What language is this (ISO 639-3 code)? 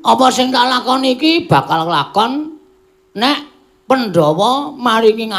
jav